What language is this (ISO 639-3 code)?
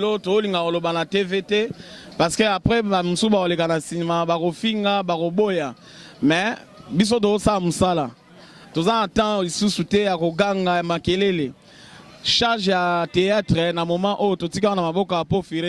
lin